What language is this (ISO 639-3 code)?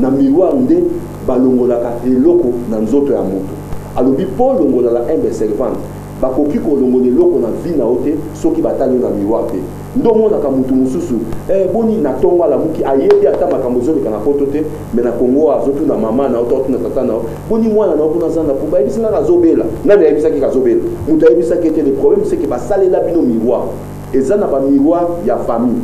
lin